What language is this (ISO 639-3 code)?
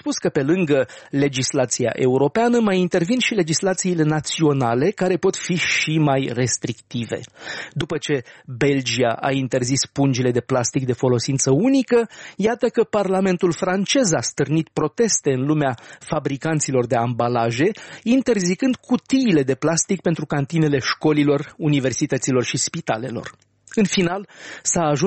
ron